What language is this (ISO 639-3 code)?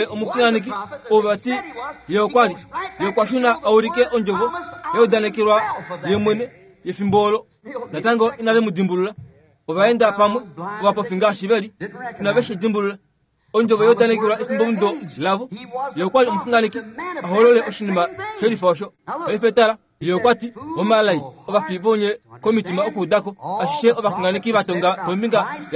kua